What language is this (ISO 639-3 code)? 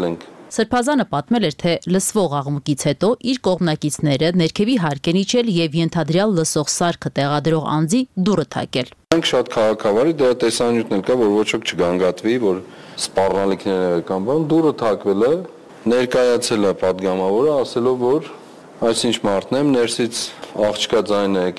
hye